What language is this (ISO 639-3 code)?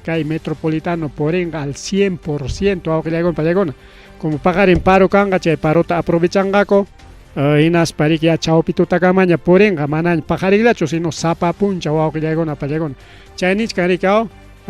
quy